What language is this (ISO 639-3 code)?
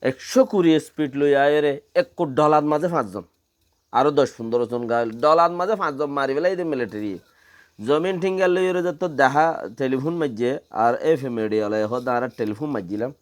rhg